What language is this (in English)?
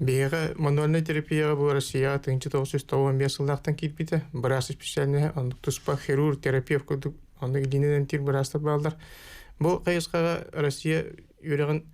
Yakut